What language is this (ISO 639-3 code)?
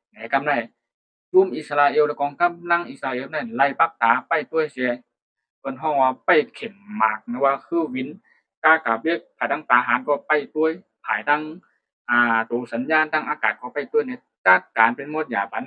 shn